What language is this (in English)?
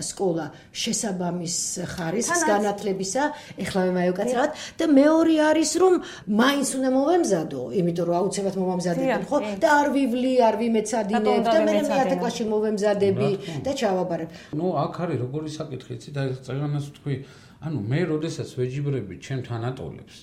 Georgian